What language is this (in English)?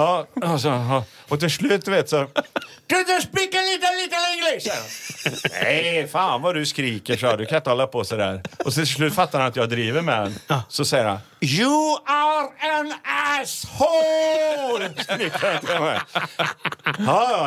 Swedish